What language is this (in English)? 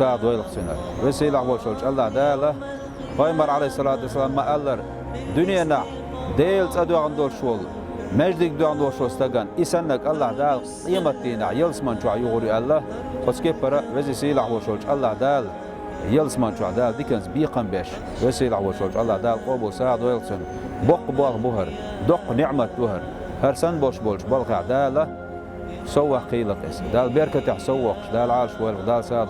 Chechen